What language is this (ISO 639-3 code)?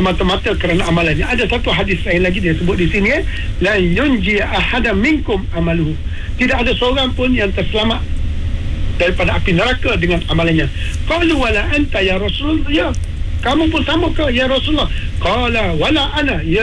msa